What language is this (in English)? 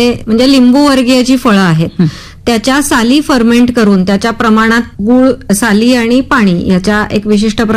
Marathi